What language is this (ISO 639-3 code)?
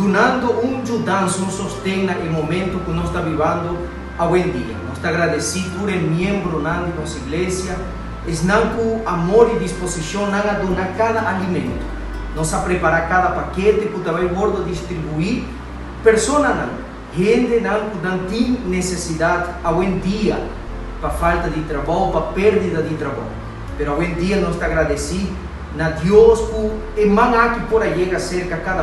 pap